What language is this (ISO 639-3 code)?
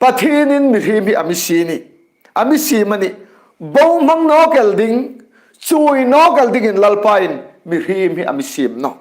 hmr